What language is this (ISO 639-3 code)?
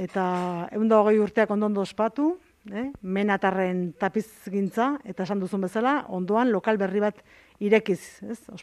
eus